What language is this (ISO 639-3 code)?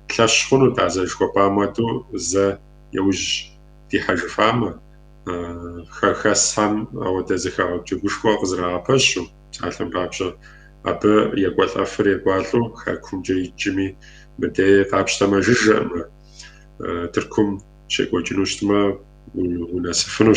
kbd